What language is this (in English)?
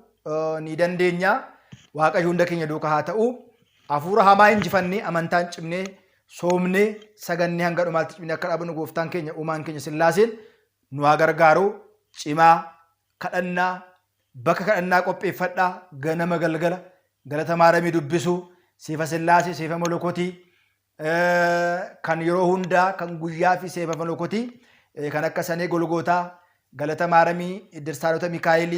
Oromo